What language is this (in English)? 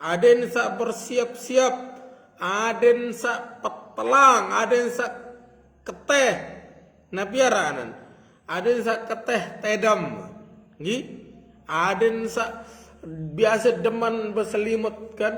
Sasak